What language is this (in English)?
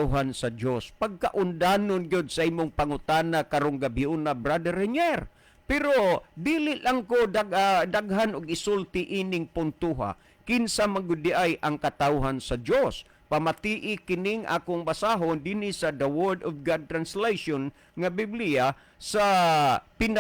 Cebuano